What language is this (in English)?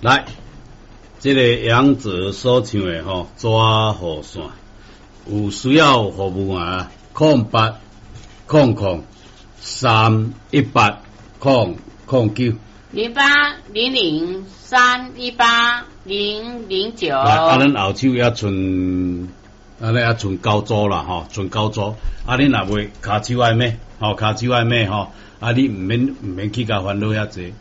Min Nan Chinese